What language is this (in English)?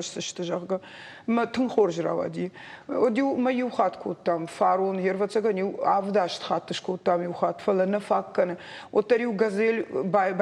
Ossetic